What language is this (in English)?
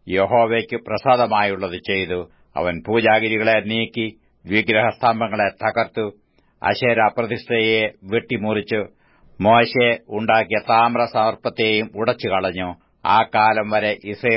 Malayalam